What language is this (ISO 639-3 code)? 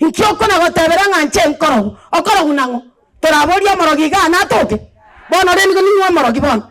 guz